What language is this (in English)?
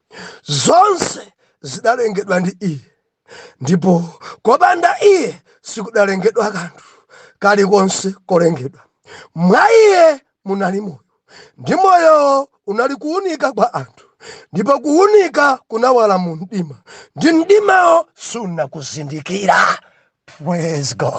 Nyanja